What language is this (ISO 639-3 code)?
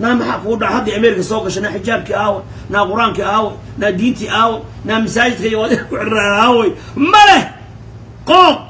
som